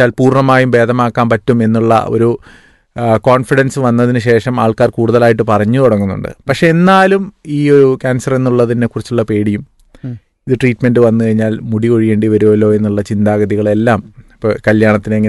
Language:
Malayalam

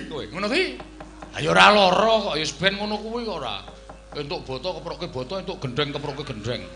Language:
Javanese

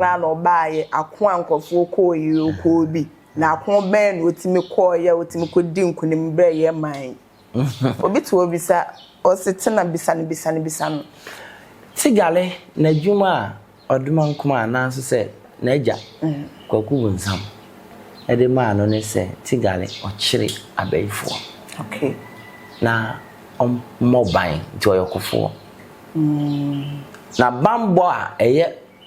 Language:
Akan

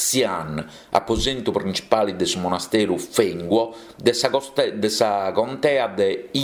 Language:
Sardinian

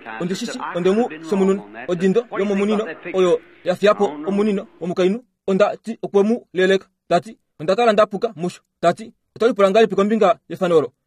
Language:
Kuanyama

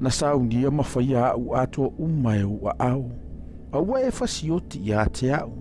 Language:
Samoan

